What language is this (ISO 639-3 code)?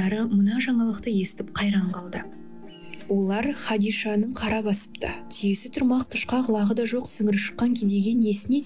kaz